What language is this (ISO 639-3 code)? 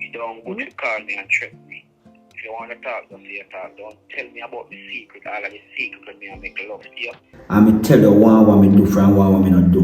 jam